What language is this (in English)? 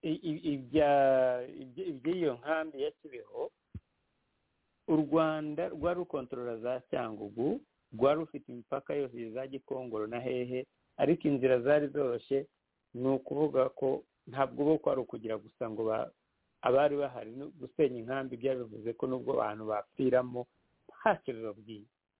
Kinyarwanda